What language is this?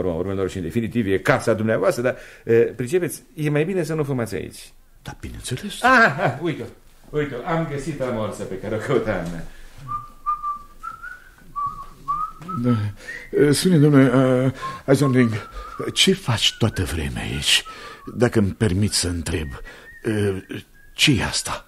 Romanian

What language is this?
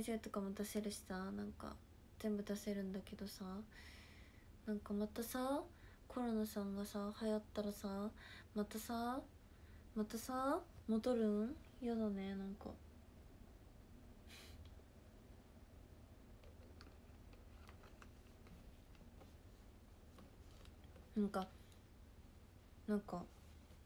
Japanese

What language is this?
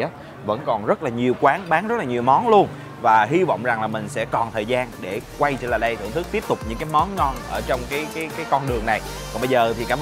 Vietnamese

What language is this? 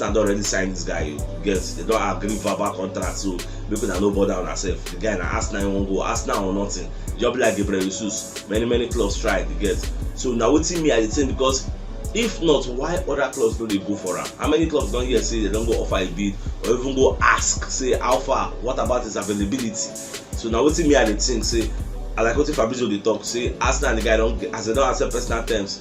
Nigerian Pidgin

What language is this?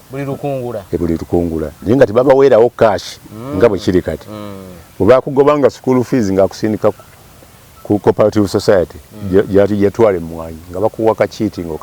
Ganda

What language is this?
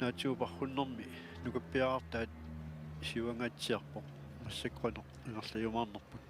Kalaallisut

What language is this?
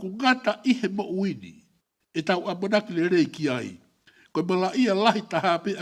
Tongan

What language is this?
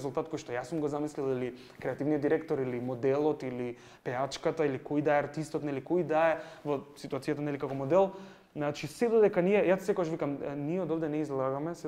Macedonian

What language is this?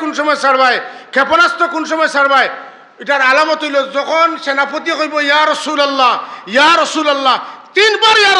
Sylheti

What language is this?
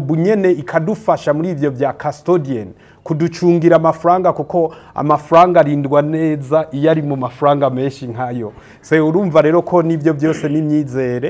Rundi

